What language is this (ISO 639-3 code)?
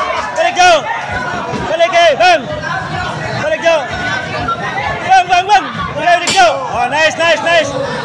msa